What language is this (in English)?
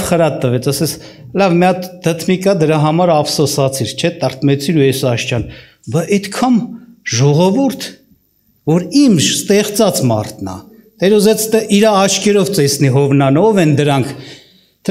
Armenian